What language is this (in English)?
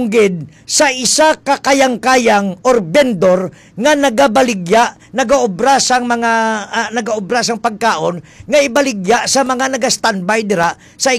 Hiligaynon